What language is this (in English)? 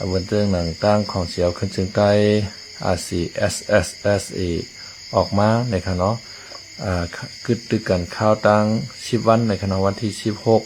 Shan